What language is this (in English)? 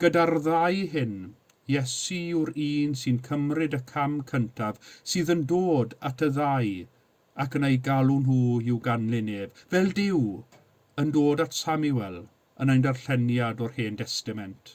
Welsh